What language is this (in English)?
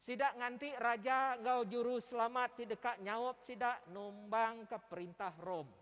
Iban